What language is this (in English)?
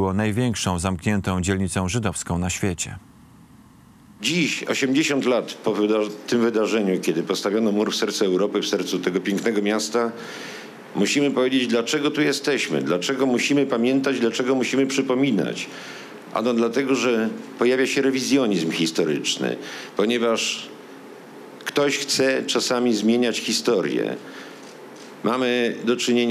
Polish